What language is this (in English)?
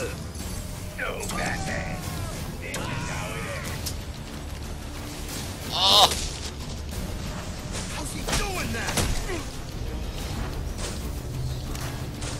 English